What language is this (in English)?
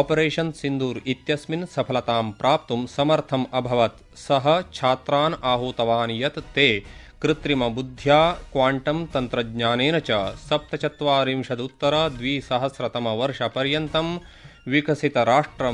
Sanskrit